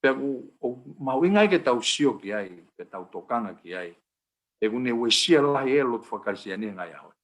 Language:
Tongan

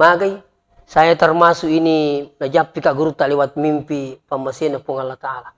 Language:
Buginese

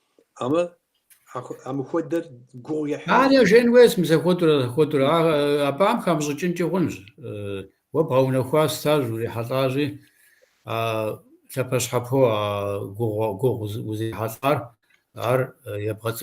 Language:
Kabardian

